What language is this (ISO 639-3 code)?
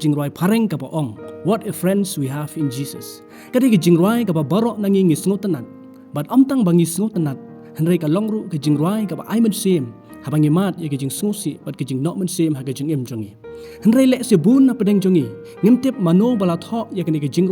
kha